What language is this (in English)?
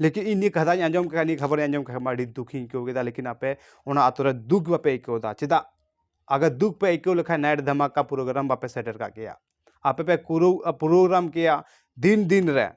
Santali